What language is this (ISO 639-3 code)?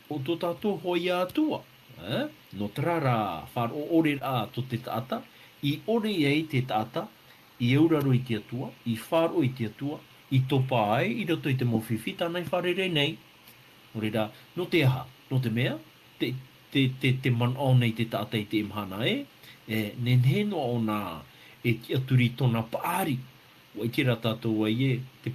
tah